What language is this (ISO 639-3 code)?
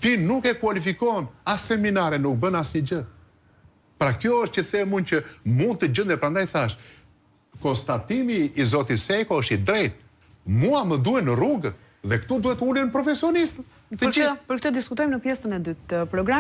sqi